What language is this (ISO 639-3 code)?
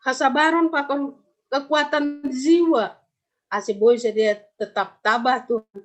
bts